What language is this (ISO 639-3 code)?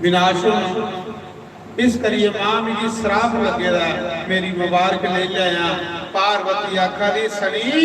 doi